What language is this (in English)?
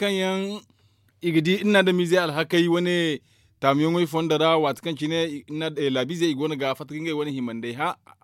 Zarma